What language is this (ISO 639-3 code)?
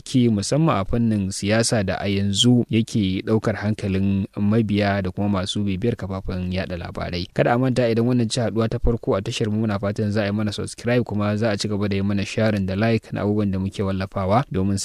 hau